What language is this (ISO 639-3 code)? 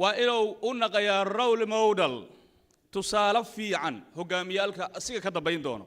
som